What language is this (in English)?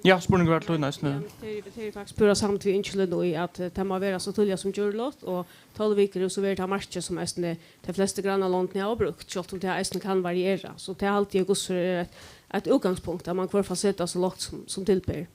Faroese